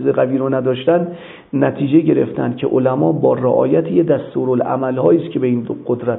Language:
Persian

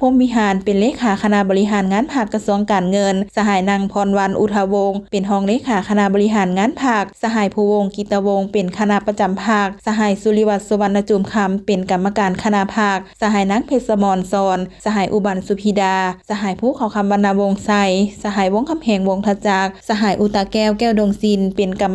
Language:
Lao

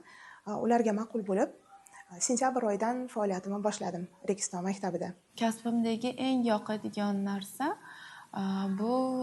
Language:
Uzbek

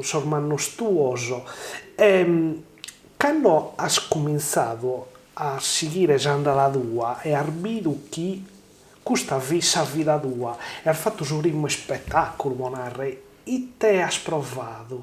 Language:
Sardinian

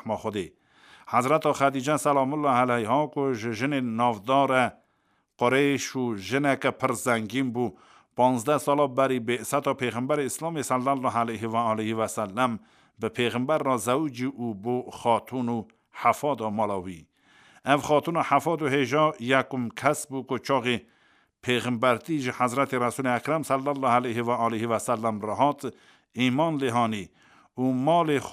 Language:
Kurdish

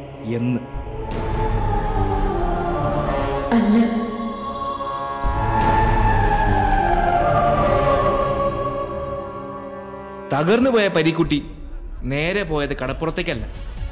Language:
Malayalam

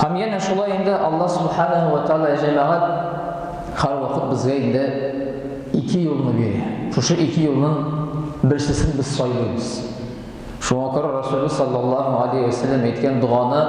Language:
Tatar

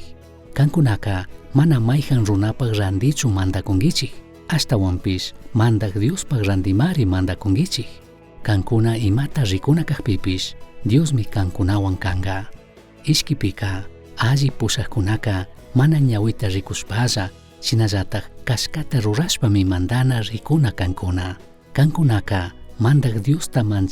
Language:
Chimborazo Highland Quichua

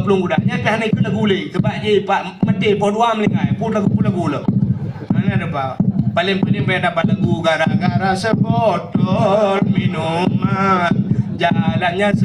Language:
Achinese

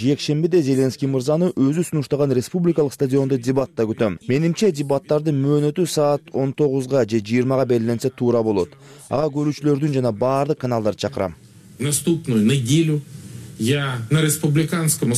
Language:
Kyrgyz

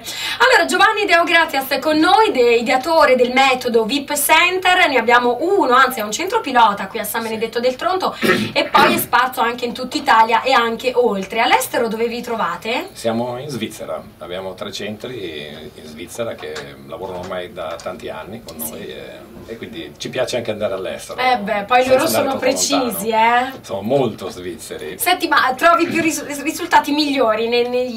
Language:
Italian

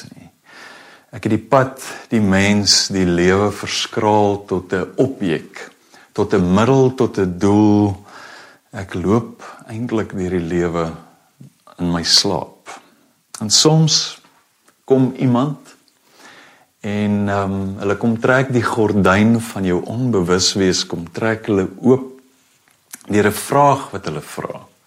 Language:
Afrikaans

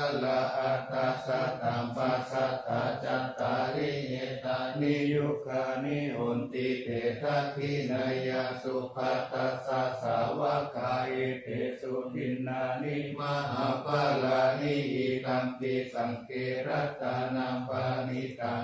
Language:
Pali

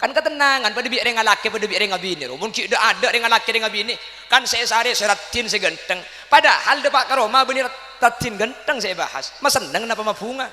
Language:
Madurese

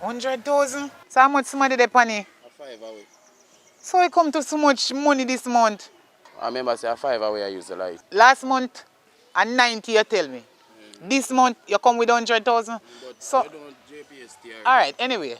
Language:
Jamaican Creole English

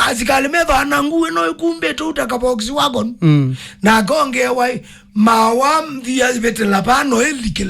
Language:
Kamba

